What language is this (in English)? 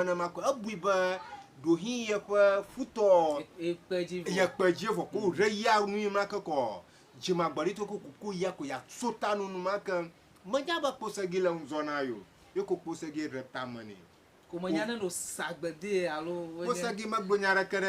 Ewe